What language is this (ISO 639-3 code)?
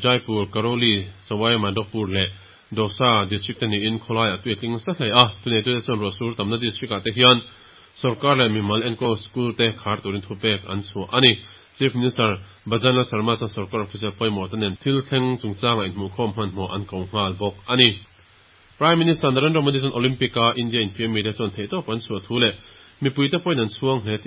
lus